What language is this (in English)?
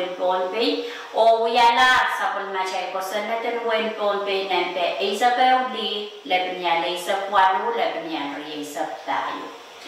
Pohnpeian